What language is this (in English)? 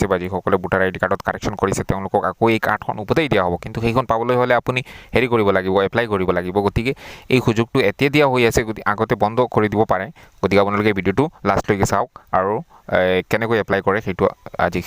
Assamese